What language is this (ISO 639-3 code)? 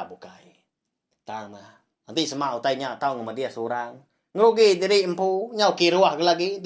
iba